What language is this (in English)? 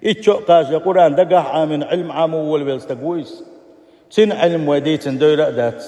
Chechen